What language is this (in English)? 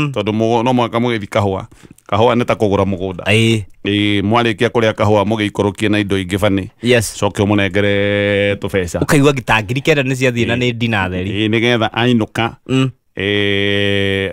Kikuyu